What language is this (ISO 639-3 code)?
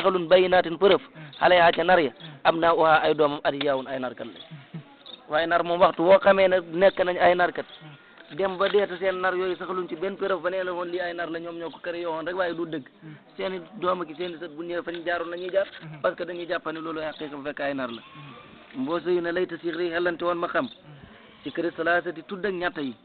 wol